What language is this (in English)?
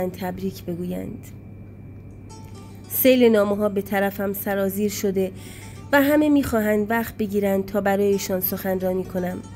Persian